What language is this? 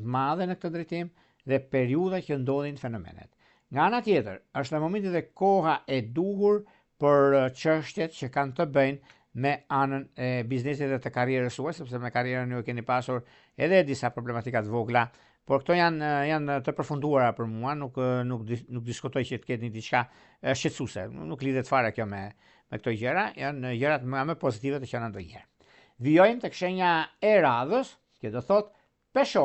Albanian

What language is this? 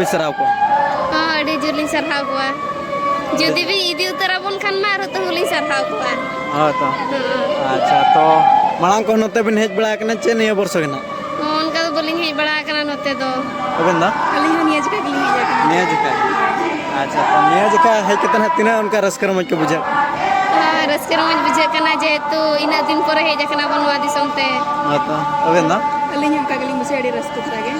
Santali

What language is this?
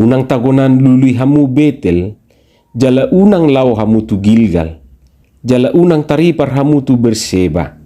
Batak Toba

